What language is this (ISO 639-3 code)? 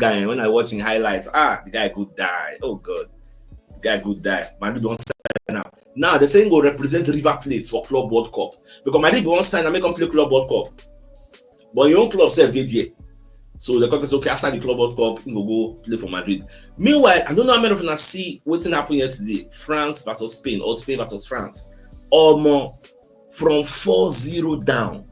pcm